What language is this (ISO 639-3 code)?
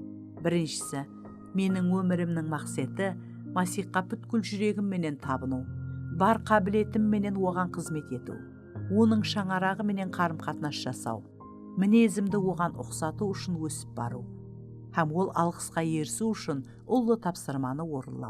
kaa